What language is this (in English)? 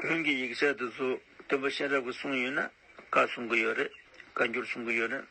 Tibetan